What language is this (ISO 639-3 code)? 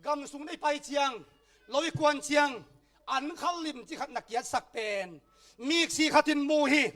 ctd